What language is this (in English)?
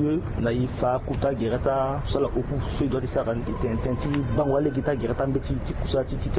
Sango